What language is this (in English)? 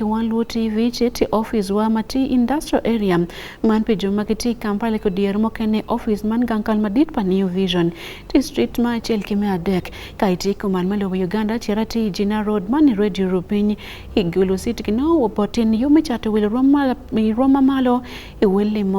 Acoli